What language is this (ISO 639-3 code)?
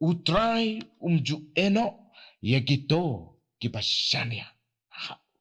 kha